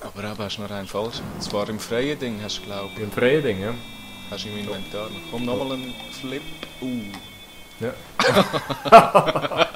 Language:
Swiss German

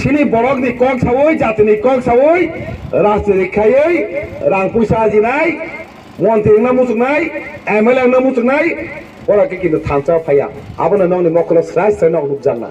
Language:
Kok Borok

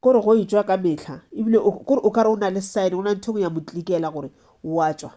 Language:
Northern Sotho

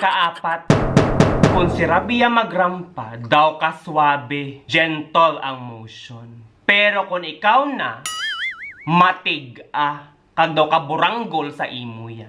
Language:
Hiligaynon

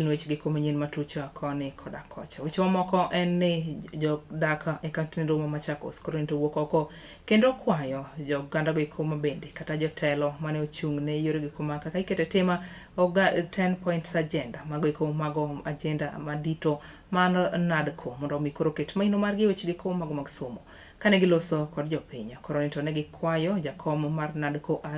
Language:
Luo (Kenya and Tanzania)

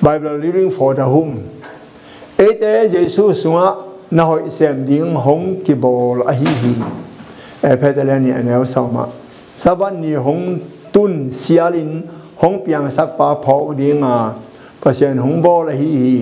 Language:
Tedim Chin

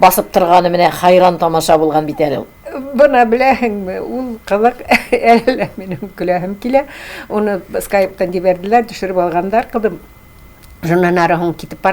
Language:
Tatar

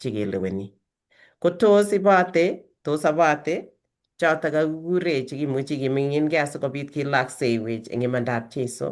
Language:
Kalenjin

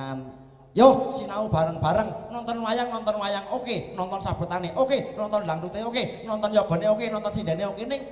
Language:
Javanese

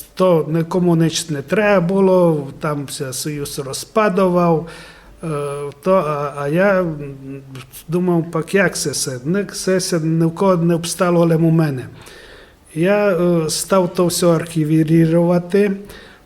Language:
Rusyn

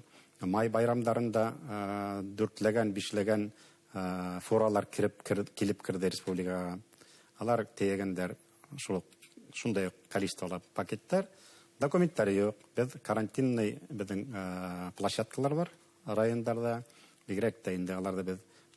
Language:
Bashkir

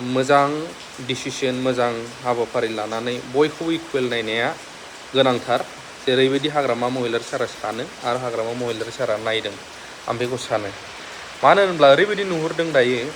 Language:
Bodo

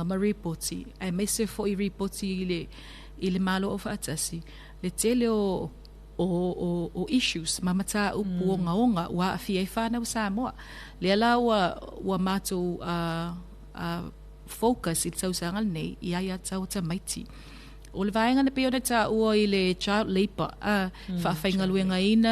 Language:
Samoan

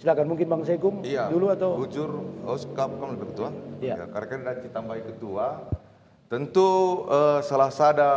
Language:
Batak Karo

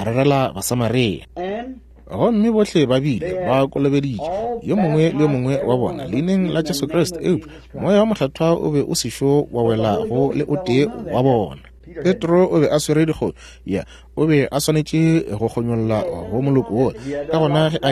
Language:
Northern Sotho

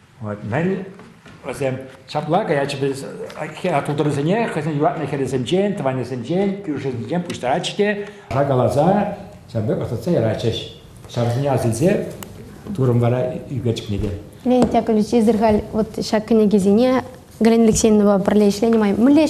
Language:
Chuvash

